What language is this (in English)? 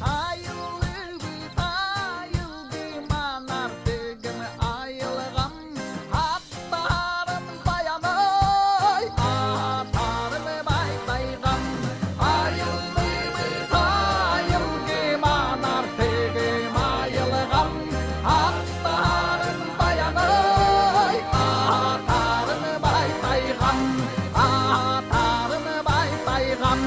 Yakut